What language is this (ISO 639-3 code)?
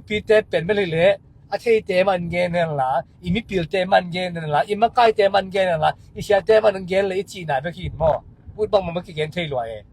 ctd